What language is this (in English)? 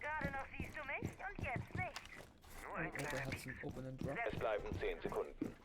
Swiss German